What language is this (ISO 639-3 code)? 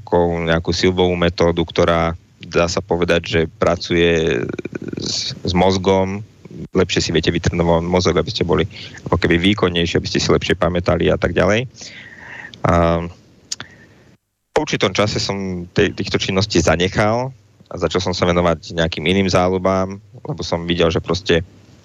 slk